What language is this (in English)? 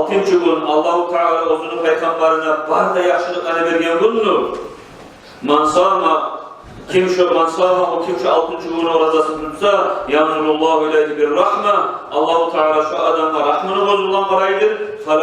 Kumyk